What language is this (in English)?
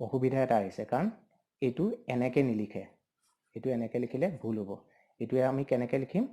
Assamese